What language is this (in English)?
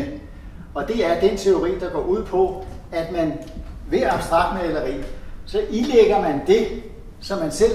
Danish